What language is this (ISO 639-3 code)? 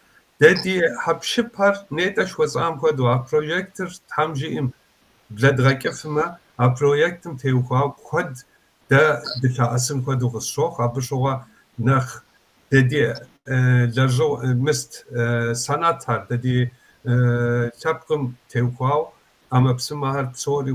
kbd